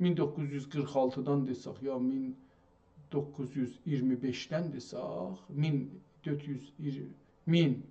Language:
South Azerbaijani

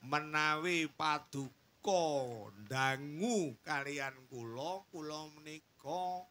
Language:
Javanese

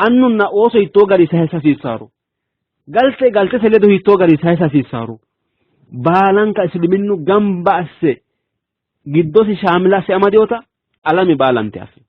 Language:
Sidamo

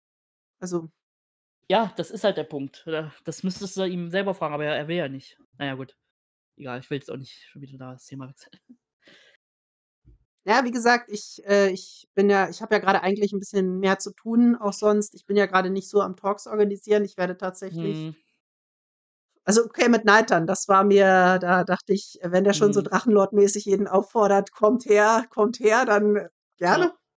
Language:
German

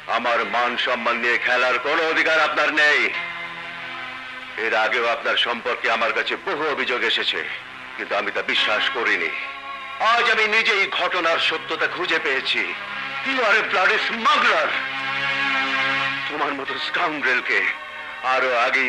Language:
Bangla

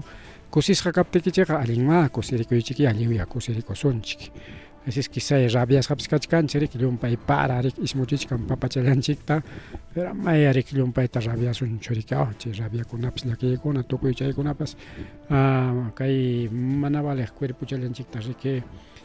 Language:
Ayacucho Quechua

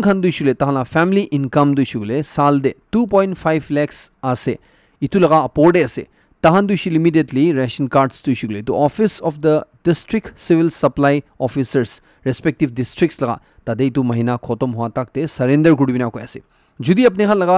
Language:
Naga Pidgin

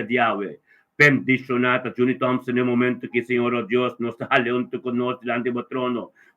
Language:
Papiamento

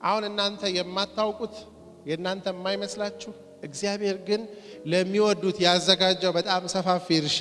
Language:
Amharic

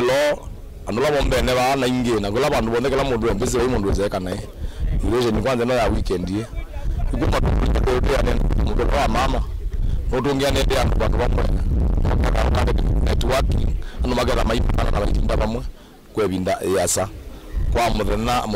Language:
Kamba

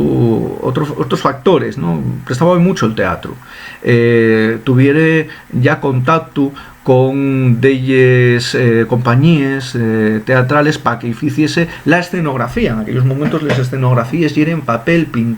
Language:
Asturian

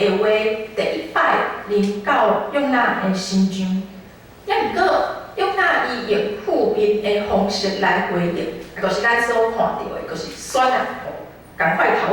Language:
Min Nan Chinese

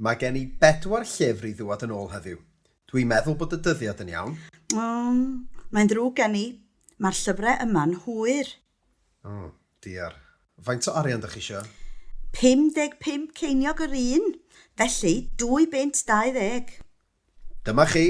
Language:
Welsh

